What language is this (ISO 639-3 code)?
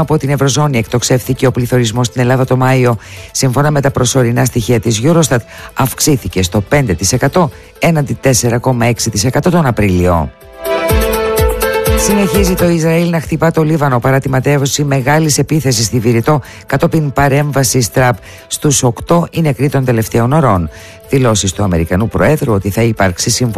ell